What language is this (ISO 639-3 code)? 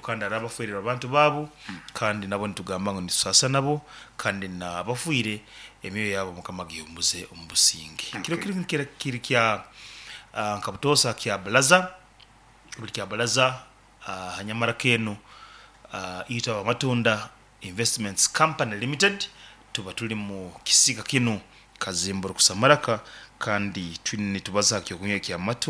nyo